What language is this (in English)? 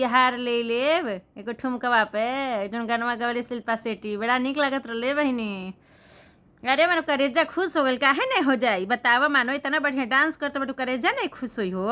Bhojpuri